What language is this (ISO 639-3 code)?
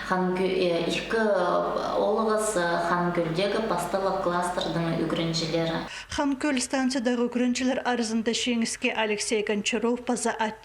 kjh